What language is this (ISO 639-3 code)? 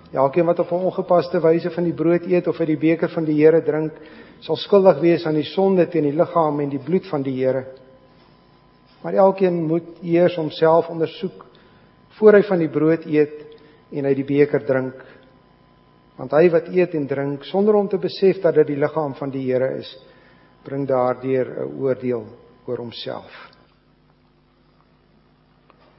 afr